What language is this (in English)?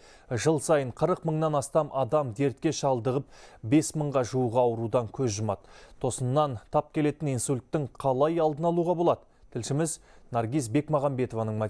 Kazakh